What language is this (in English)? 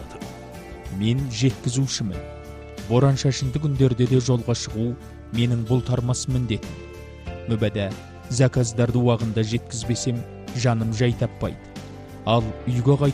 Kazakh